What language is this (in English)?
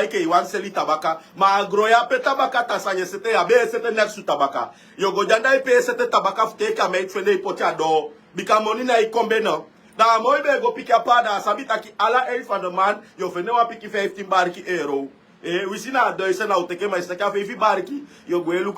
Sranan Tongo